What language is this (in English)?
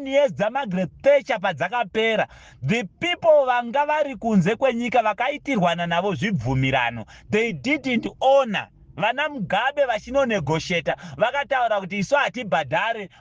Shona